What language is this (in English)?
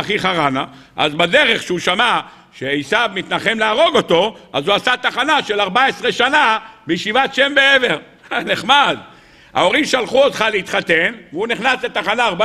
Hebrew